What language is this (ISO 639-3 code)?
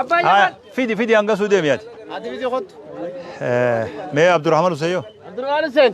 orm